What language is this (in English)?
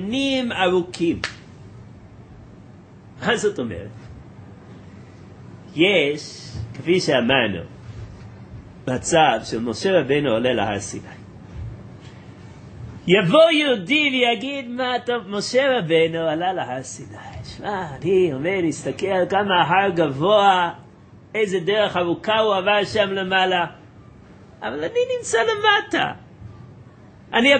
Hebrew